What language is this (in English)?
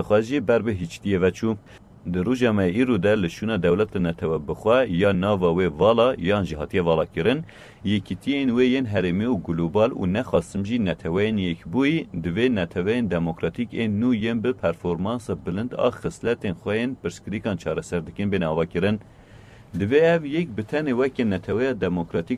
Kurdish